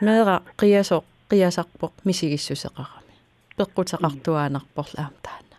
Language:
Kalaallisut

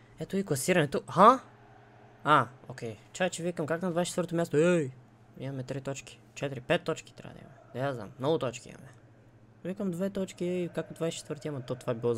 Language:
Bulgarian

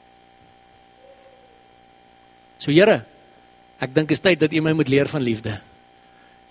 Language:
Afrikaans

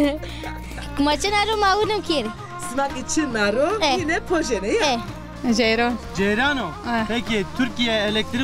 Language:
Zaza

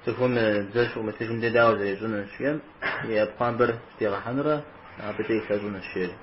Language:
Kabardian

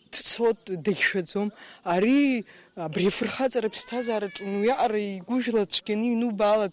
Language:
Abkhazian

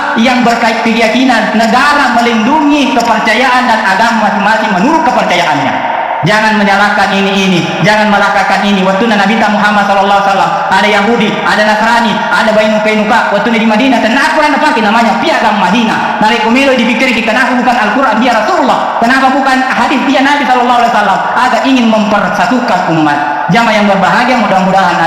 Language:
Buginese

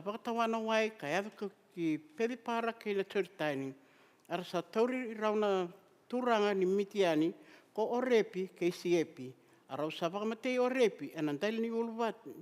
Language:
Fijian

